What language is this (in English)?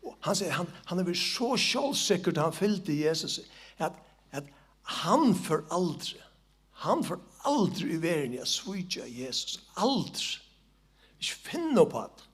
Faroese